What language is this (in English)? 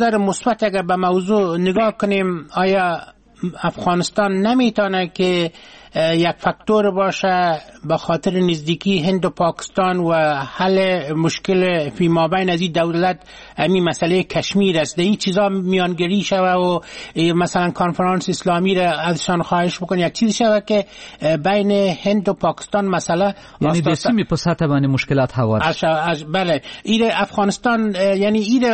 Persian